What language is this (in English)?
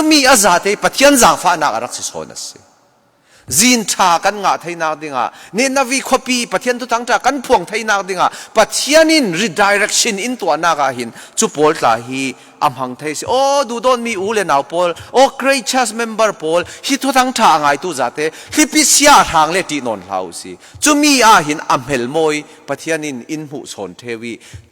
Falam Chin